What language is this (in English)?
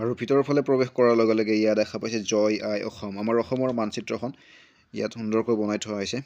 Assamese